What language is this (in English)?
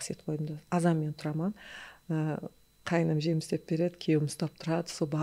Kara-Kalpak